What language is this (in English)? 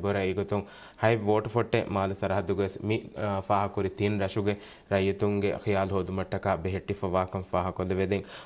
Divehi